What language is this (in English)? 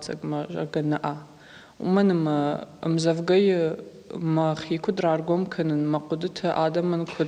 Ossetic